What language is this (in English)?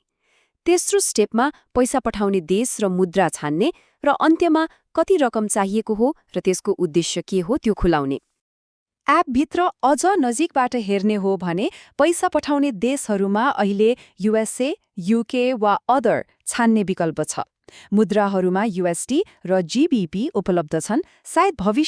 Nepali